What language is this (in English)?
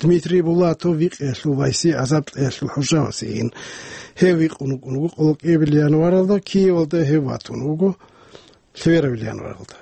Avaric